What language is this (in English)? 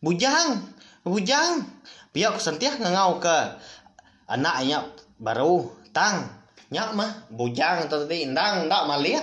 Iban